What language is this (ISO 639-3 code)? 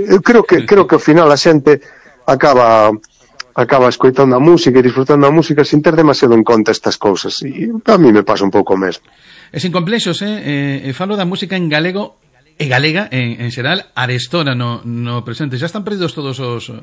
glg